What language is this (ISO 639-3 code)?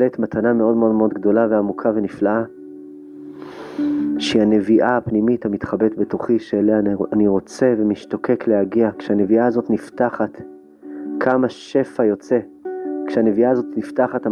heb